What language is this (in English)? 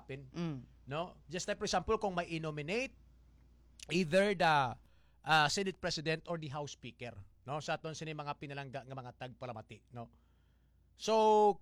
Hiligaynon